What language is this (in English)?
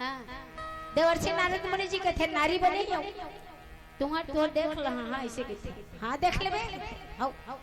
Chhattisgarhi